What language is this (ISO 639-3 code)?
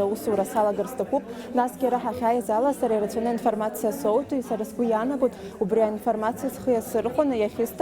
abk